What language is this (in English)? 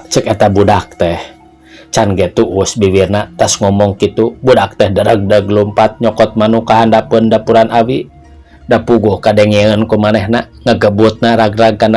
Sundanese